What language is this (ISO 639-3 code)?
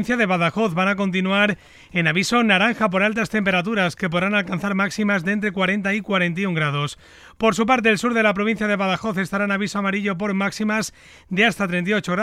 spa